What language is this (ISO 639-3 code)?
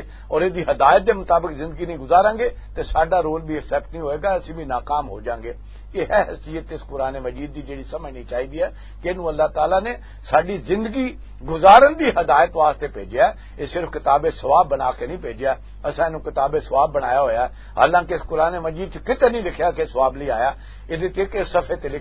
lah